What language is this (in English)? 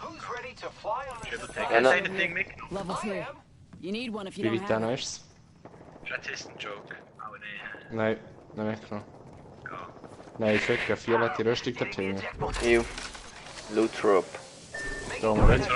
Swiss German